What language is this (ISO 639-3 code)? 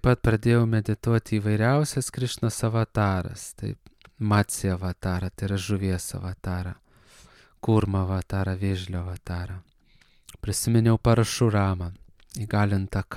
lit